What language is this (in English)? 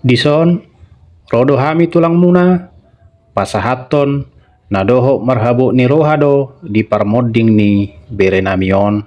Batak Toba